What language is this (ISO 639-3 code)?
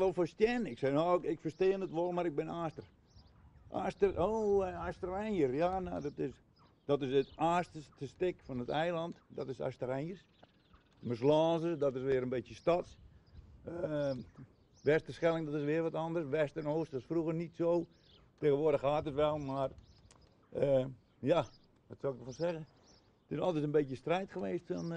fry